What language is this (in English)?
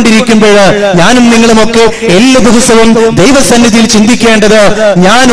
Malayalam